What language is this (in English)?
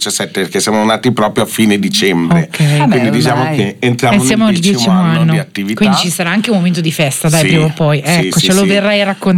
Italian